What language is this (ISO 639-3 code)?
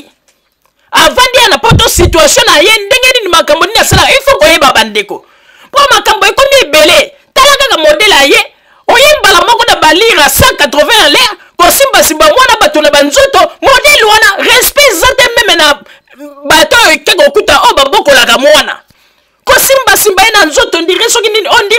lin